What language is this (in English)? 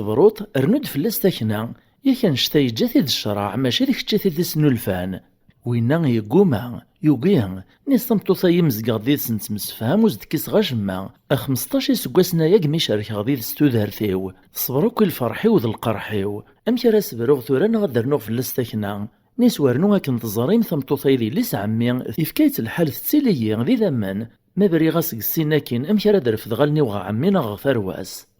Kabyle